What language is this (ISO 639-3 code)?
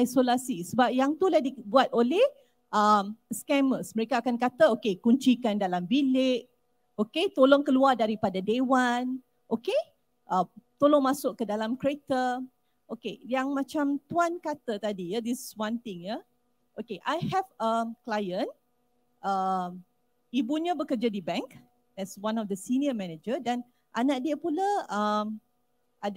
msa